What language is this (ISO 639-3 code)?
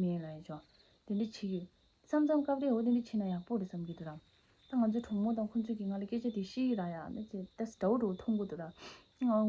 bod